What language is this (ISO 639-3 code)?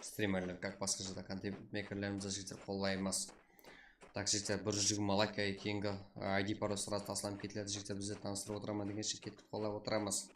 kaa